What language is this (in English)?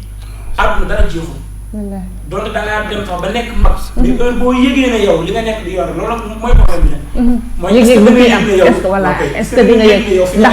Wolof